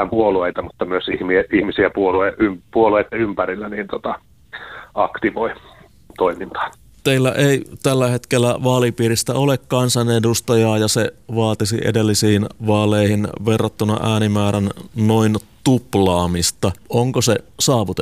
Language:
Finnish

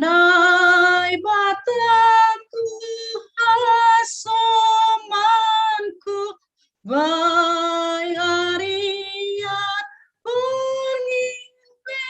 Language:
Batak Simalungun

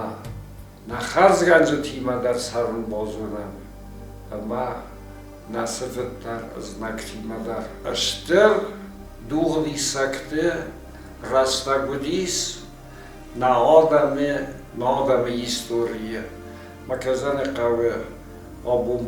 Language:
Ossetic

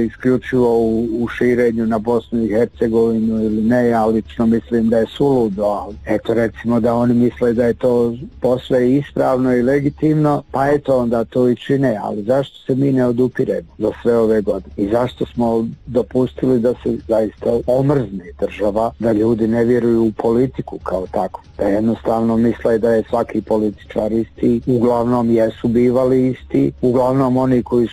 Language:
Bosnian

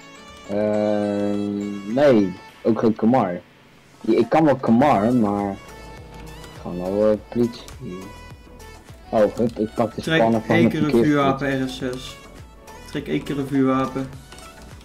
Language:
Dutch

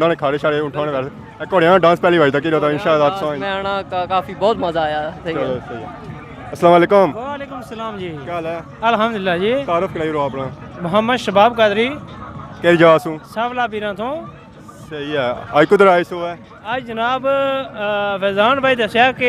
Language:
Pahari-Potwari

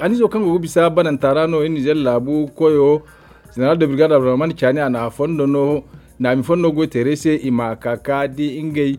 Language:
Zarma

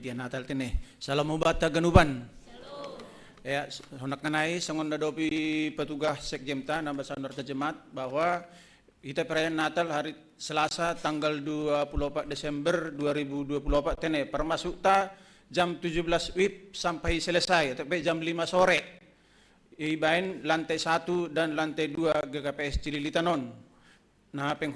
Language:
Batak Simalungun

